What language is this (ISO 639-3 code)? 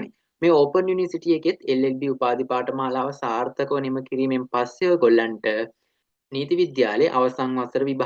sin